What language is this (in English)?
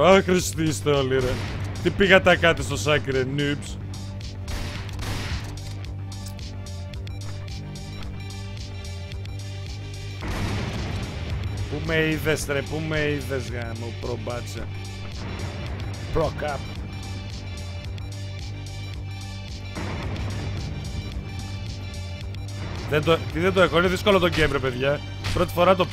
Greek